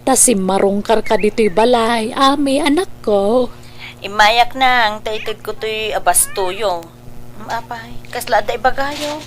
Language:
Iloko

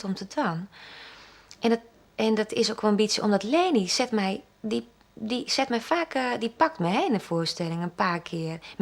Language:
Western Frisian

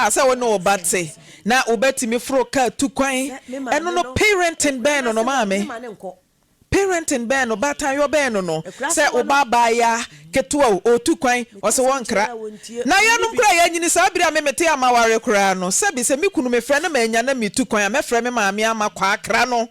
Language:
Akan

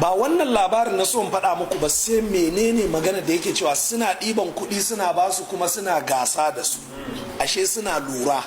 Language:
Hausa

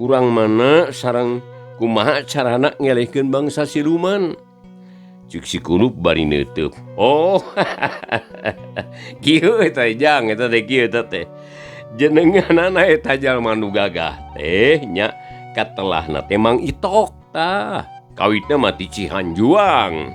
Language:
Sundanese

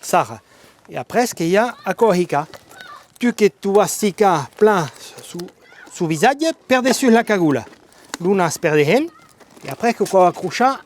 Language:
Occitan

